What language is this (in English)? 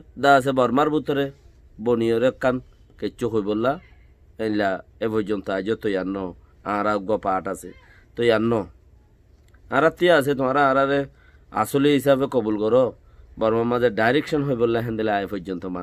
Rohingya